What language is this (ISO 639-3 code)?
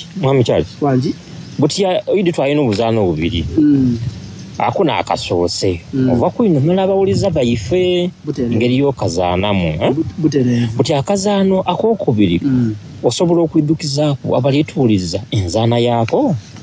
xog